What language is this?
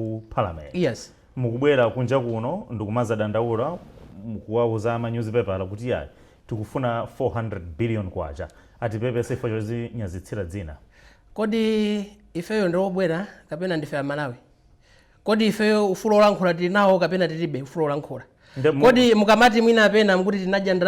Nyanja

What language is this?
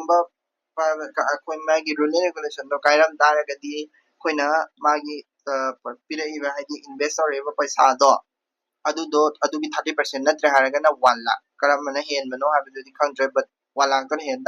Manipuri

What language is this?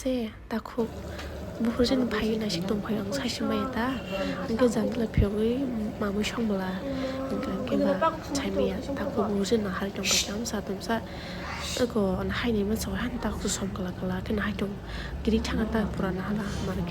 Kok Borok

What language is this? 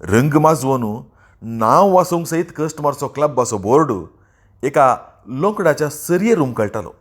Konkani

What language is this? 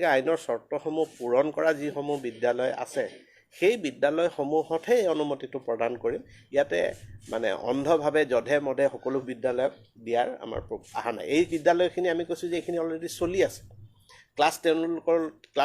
Assamese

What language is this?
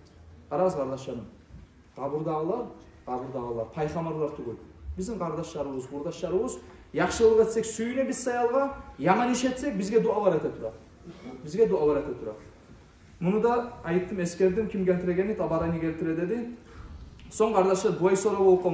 Kumyk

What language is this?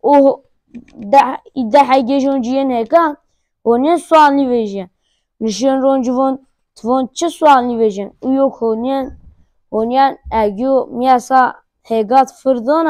Zaza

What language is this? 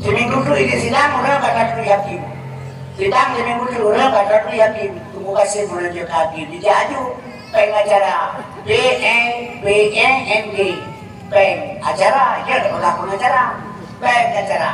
Achinese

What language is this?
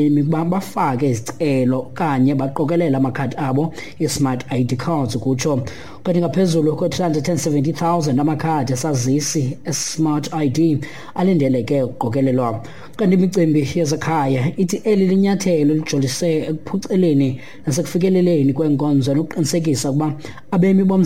Xhosa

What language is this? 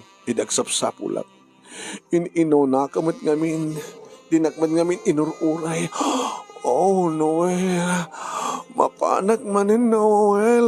Iloko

